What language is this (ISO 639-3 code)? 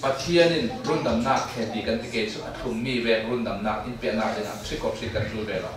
cfm